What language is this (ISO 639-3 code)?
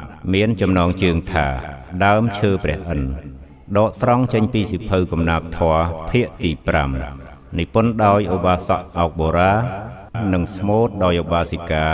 khm